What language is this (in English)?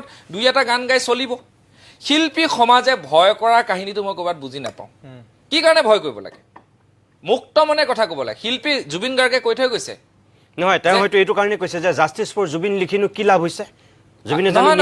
Assamese